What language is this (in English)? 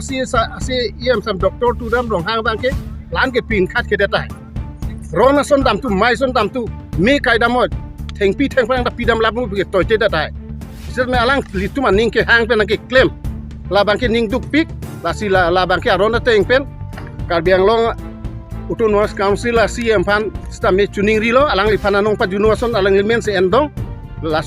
Karbi